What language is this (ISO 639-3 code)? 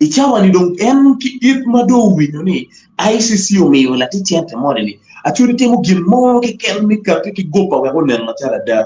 ach